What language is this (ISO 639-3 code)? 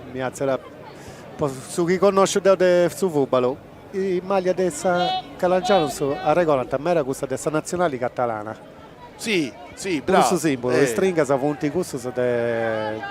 srd